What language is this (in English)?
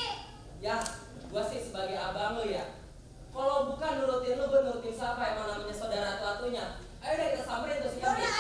Betawi